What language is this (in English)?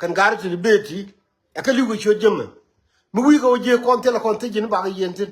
Nuer